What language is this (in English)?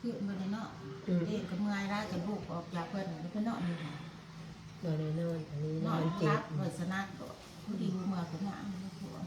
Northeastern Thai